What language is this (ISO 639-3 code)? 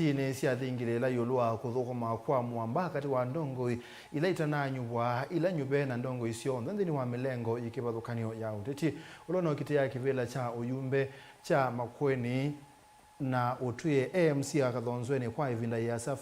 kam